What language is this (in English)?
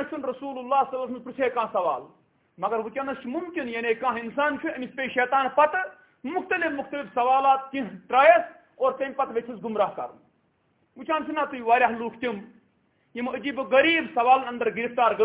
Kashmiri